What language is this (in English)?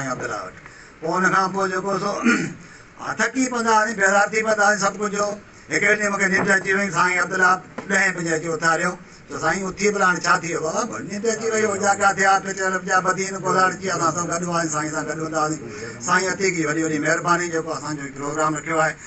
Sindhi